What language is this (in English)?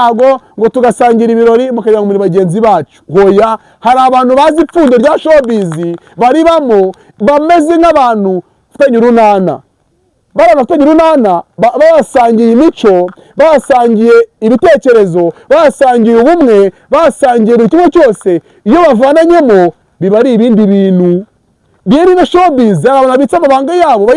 Kinyarwanda